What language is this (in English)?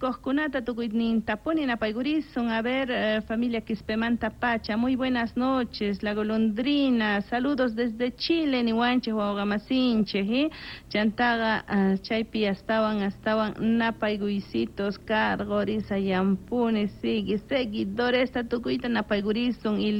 Quechua